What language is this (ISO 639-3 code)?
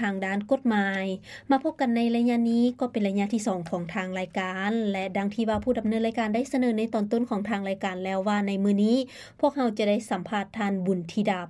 lao